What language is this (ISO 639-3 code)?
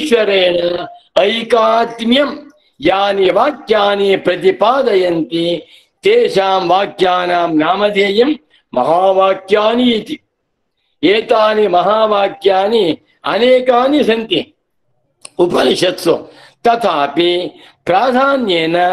san